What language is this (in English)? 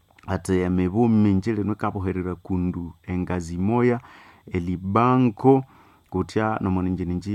Nande